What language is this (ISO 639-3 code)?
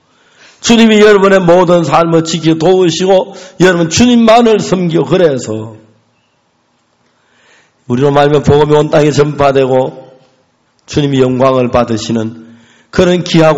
kor